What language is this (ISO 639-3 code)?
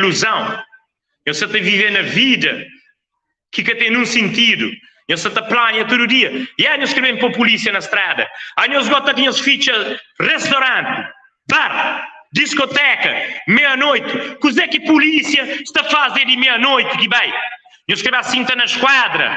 kea